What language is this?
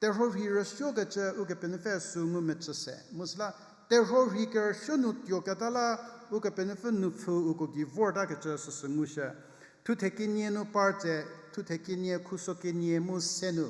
Angami Naga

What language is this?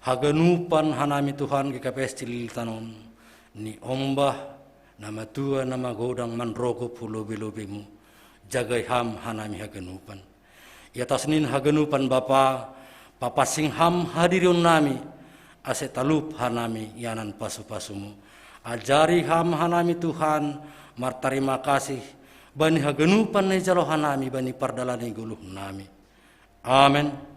Batak Simalungun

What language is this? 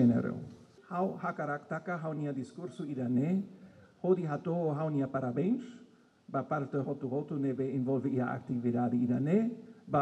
Tetum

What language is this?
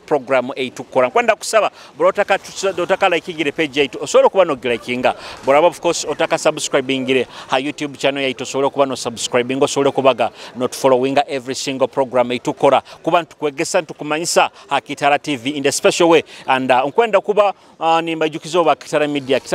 Nyoro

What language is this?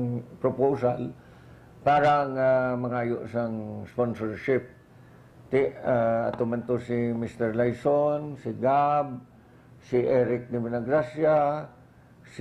Hiligaynon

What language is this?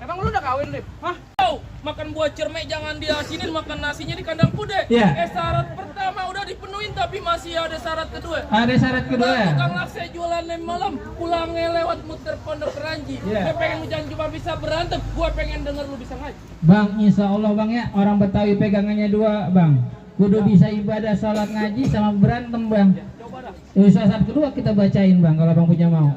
Betawi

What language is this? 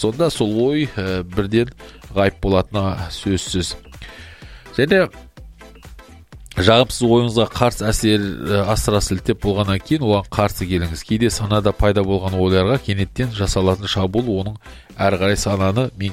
Kazakh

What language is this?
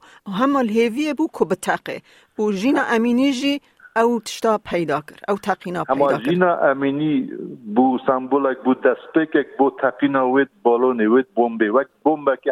Kurdish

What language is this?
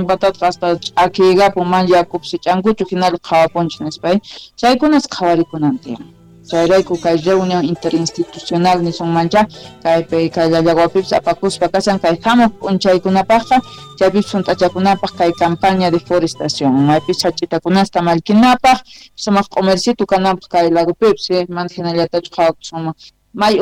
South Bolivian Quechua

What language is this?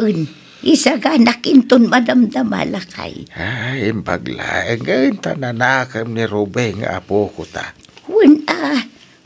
Iloko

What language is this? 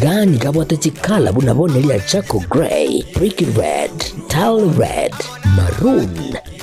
Gusii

